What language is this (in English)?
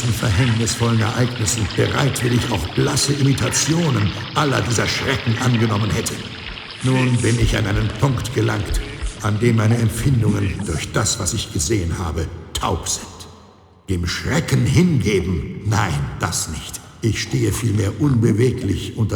Bavarian